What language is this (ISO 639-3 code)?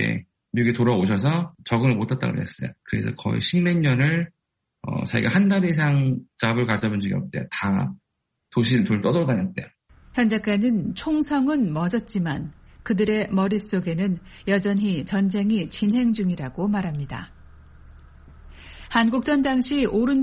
kor